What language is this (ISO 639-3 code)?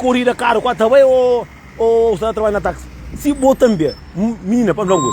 kea